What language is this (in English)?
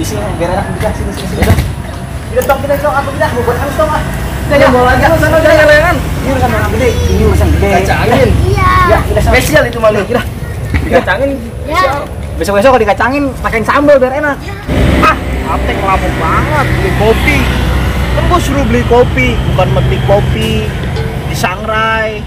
Betawi